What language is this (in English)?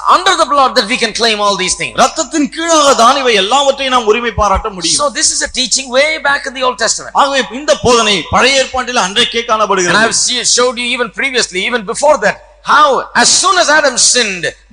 Tamil